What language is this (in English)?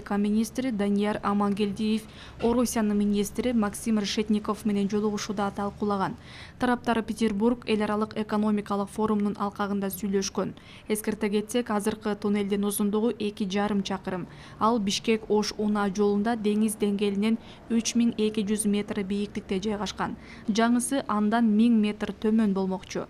Kyrgyz